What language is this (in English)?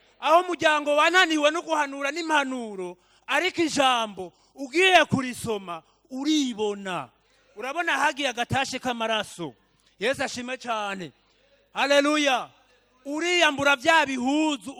Rundi